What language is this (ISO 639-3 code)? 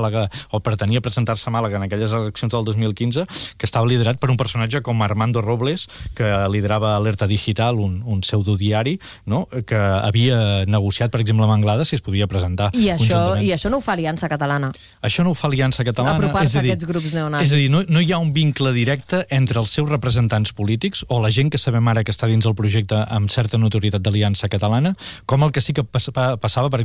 cat